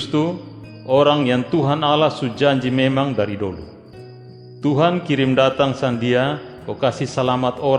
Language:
Kupang Malay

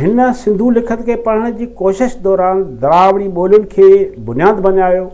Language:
Sindhi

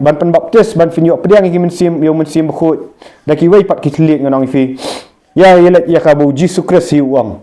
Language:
Khasi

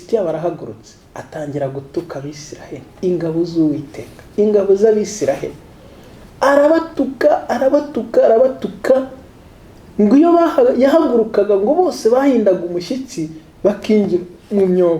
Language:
Kinyarwanda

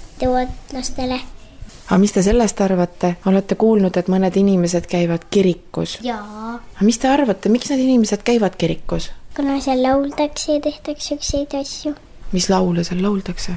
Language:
Estonian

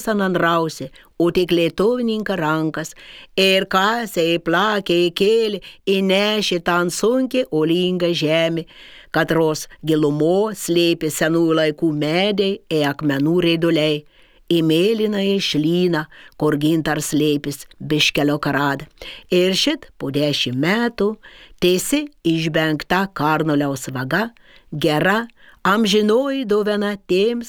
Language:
Lithuanian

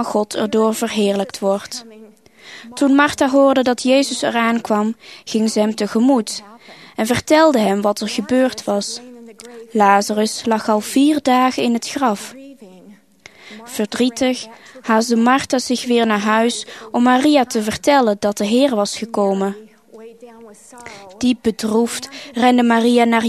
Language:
Dutch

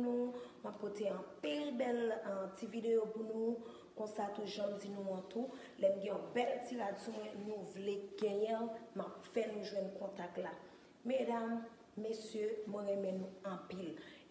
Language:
Haitian Creole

